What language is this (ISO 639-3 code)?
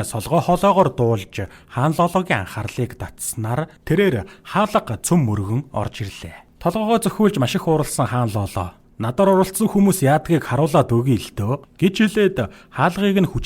mon